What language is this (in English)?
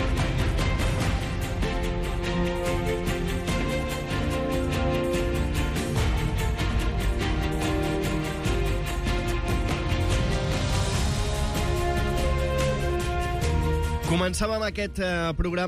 Catalan